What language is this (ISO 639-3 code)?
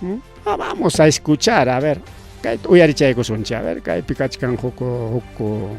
quy